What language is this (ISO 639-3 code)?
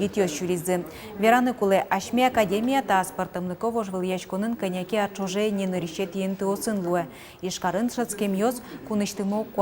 udm